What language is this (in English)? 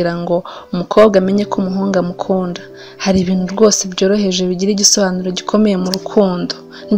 Kinyarwanda